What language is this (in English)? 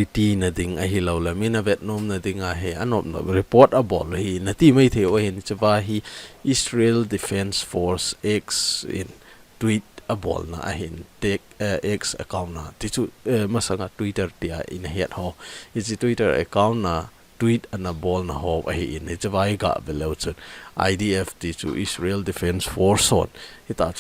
Thado Chin